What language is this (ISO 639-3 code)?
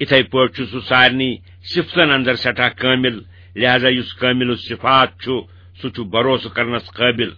kas